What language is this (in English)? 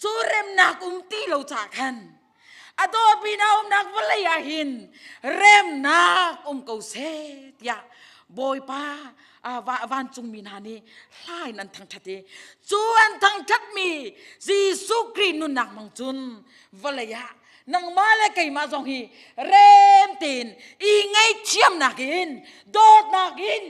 Hakha Chin